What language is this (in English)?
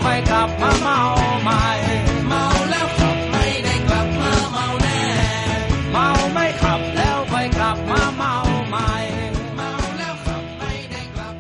Thai